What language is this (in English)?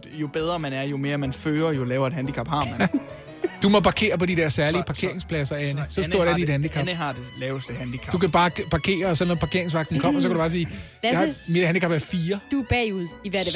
Danish